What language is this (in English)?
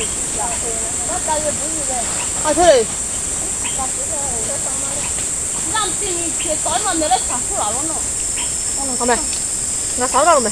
Lahu Shi